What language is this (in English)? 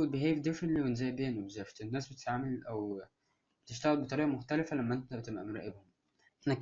Egyptian Arabic